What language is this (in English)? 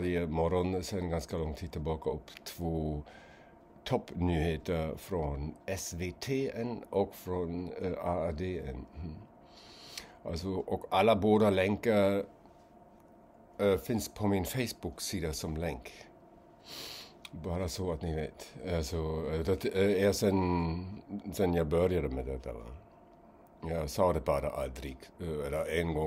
Swedish